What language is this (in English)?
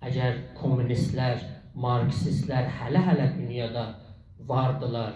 South Azerbaijani